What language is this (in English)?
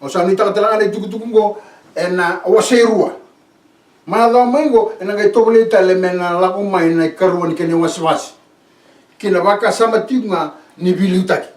Fijian